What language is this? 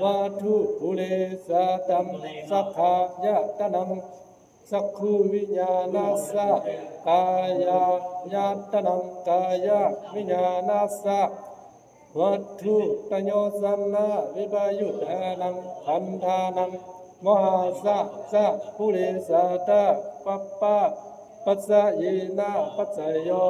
Pali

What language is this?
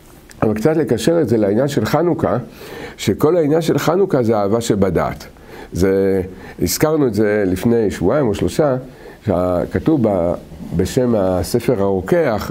Hebrew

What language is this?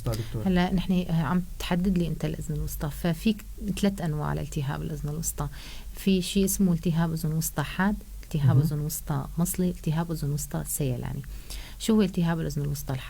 North Levantine Arabic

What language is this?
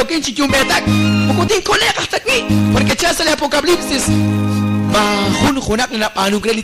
Kekchí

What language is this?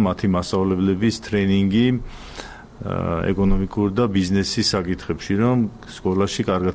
Georgian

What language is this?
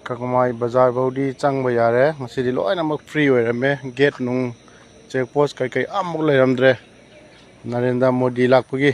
Manipuri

